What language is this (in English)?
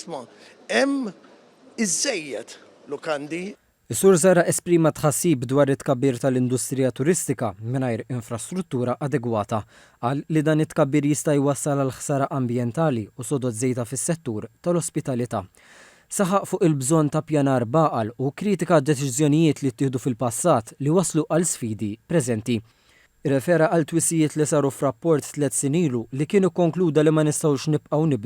Maltese